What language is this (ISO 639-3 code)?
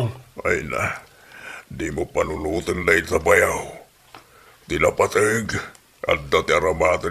ilo